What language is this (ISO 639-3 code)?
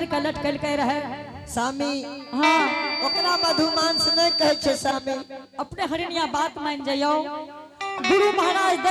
anp